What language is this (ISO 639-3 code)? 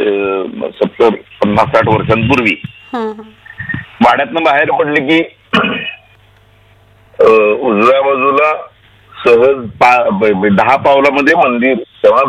mar